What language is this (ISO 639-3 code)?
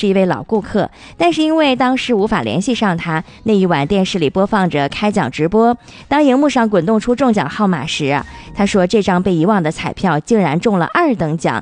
zho